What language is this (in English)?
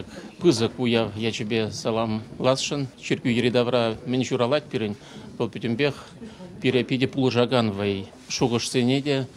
Chuvash